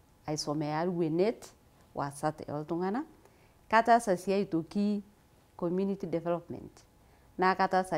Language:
Masai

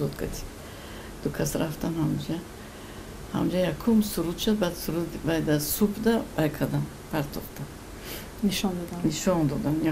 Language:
Tajik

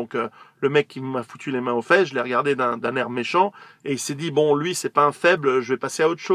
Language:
French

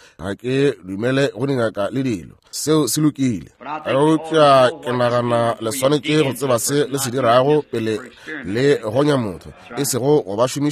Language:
Northern Sotho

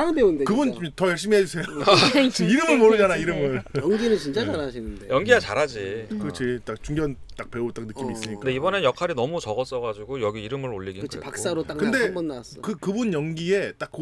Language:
Korean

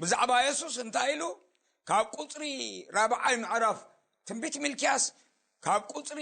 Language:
Tigrinya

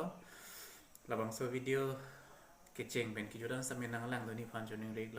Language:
Karbi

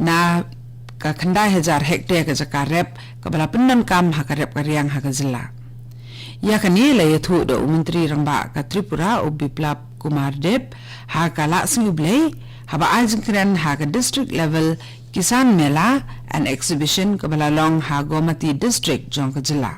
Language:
Khasi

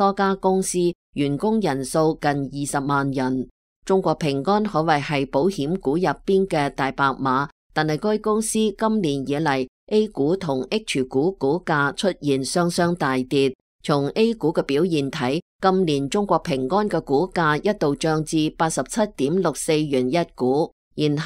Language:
Cantonese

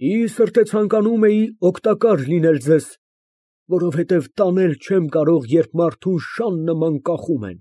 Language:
Armenian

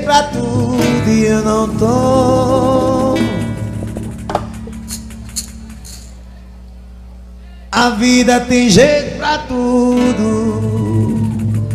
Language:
Portuguese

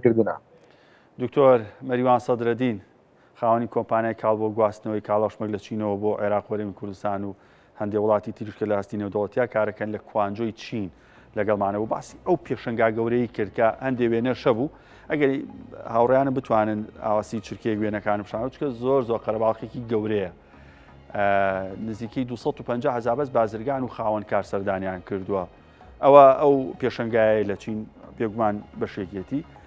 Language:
Central Kurdish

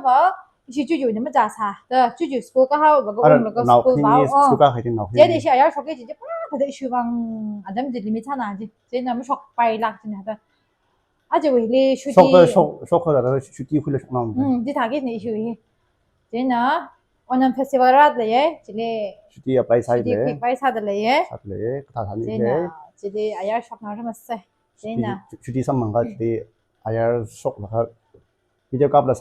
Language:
Tangkhul Naga (India)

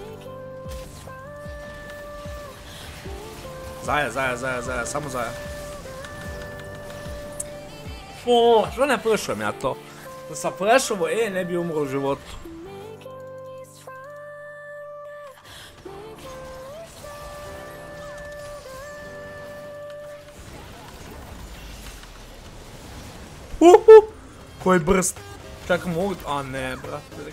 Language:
Croatian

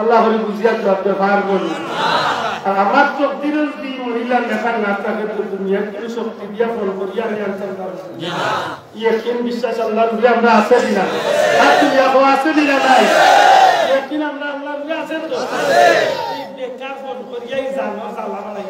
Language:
Sylheti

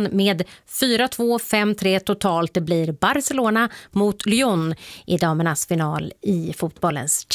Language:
Swedish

